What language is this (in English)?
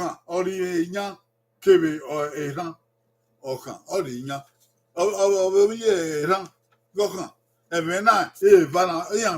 Bini